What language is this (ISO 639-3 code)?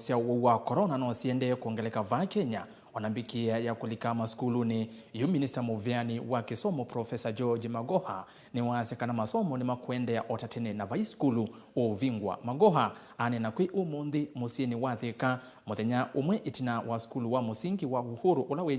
kam